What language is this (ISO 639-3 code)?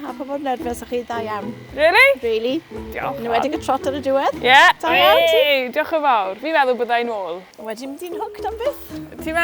cym